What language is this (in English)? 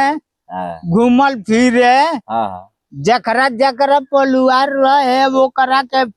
Bhojpuri